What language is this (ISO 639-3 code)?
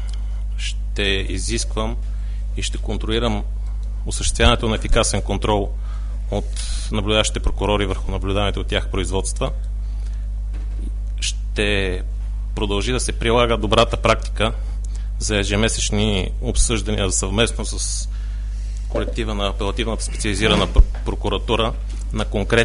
bul